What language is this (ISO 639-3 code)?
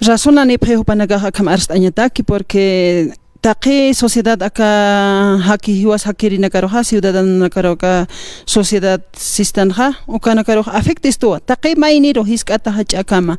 aym